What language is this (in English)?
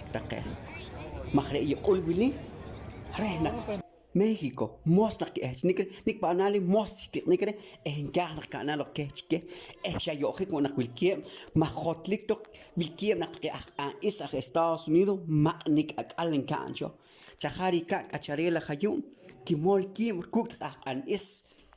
Poqomchi'